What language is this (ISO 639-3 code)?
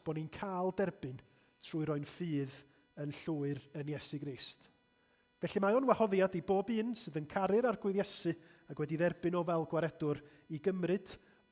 cym